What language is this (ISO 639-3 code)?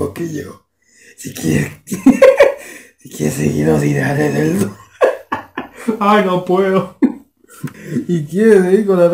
spa